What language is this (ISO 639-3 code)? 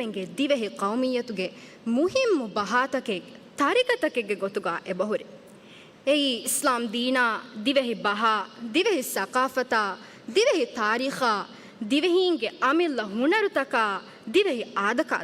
div